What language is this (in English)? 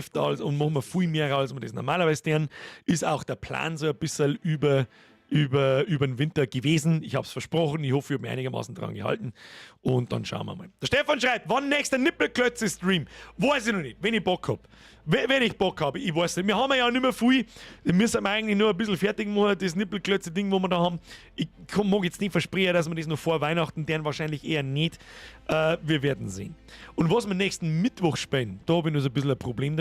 Bavarian